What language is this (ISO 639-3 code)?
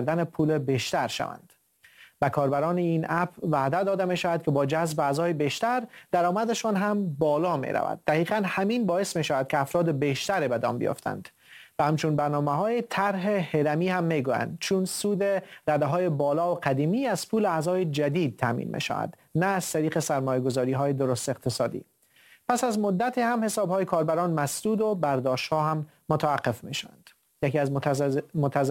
fas